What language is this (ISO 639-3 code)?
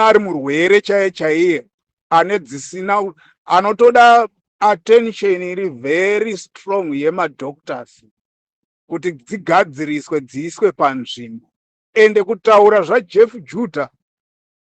sna